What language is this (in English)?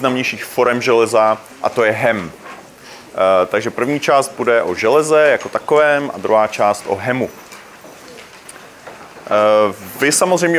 Czech